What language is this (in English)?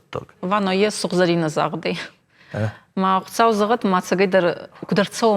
Ossetic